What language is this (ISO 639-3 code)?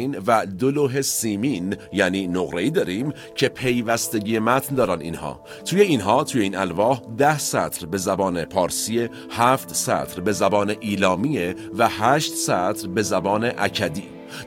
fas